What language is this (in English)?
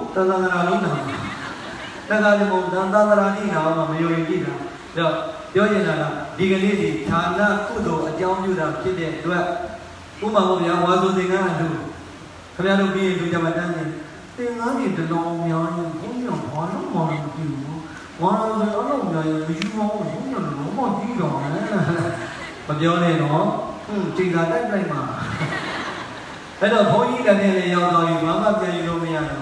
Burmese